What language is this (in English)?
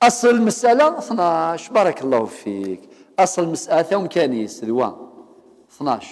Kabyle